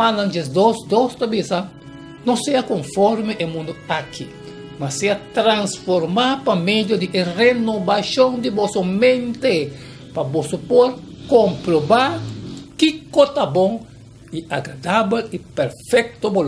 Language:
Papiamento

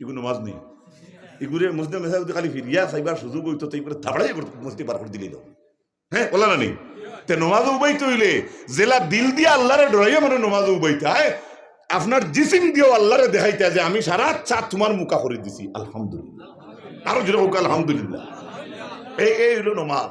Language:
Sylheti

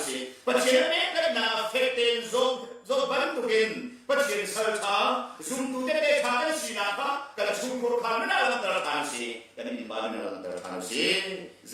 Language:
Hakha Chin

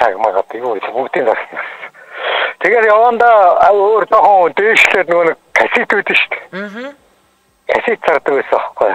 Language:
Mongolian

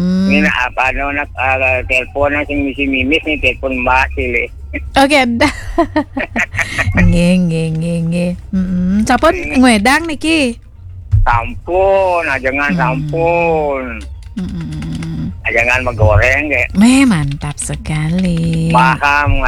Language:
Balinese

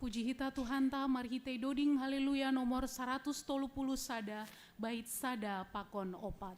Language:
Batak Simalungun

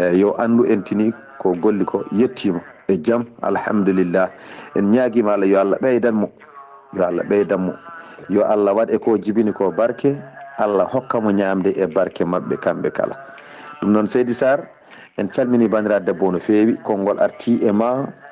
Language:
Fula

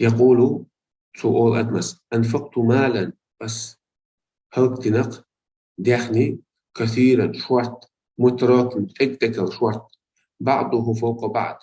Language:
Chechen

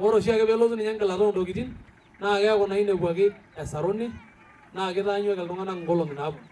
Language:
Masai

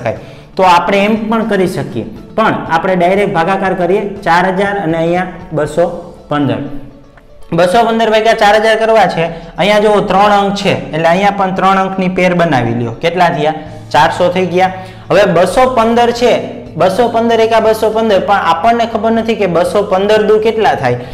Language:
Gujarati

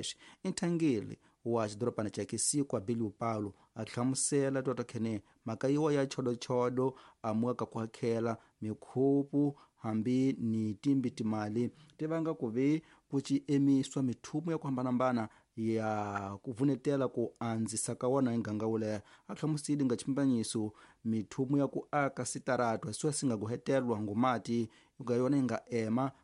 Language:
Tsonga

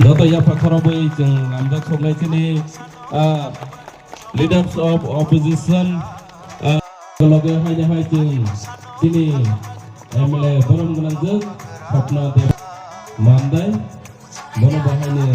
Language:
Kok Borok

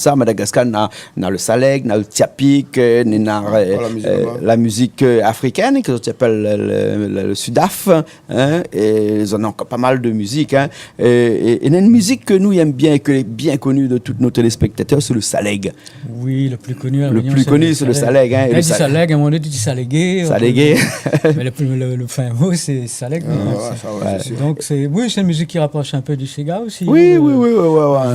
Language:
Réunion Creole French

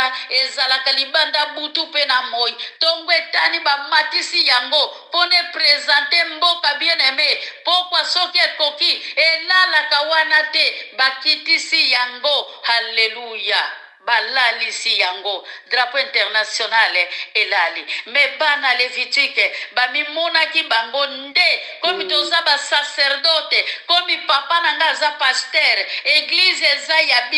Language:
Lingala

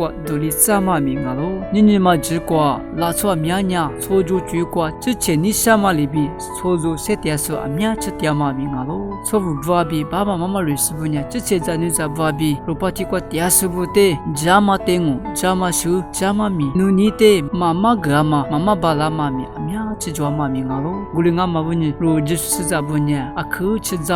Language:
Lisu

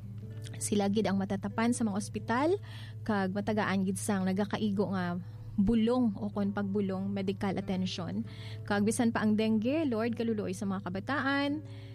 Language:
Hiligaynon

